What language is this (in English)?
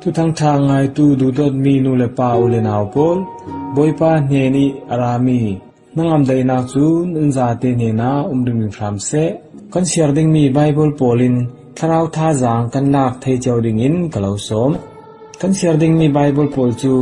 Falam Chin